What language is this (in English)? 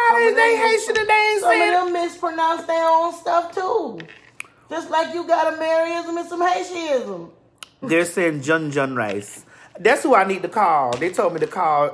English